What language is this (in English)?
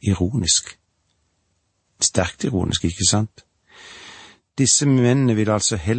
Norwegian